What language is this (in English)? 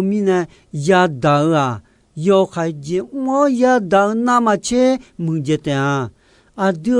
Akha